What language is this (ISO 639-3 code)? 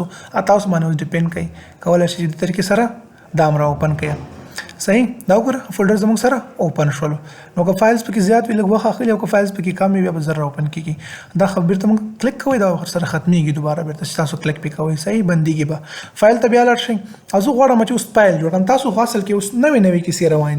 pus